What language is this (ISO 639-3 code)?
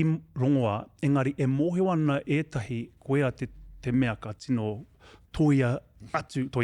mri